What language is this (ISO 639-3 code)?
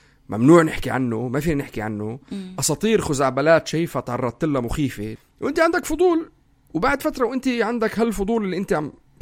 apc